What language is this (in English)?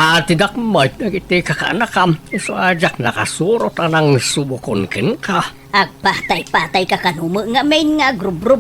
Iloko